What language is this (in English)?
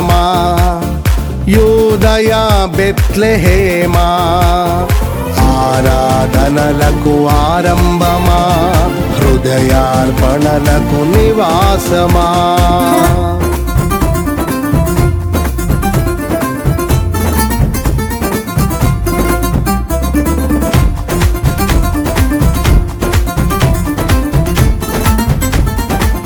Telugu